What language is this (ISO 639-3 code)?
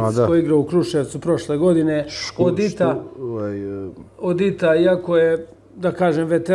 srp